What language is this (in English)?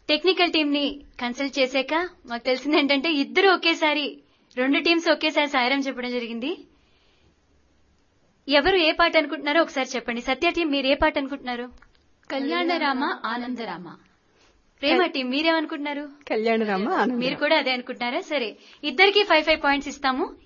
Telugu